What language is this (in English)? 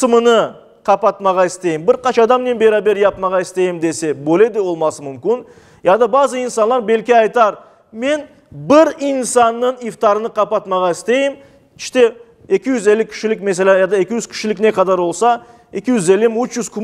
Crimean Tatar